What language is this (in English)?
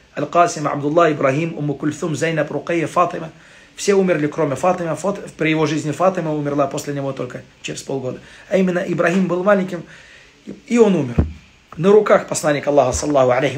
Russian